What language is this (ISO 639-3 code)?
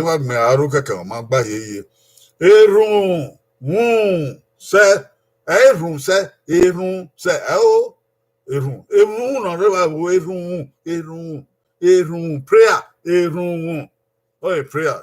bin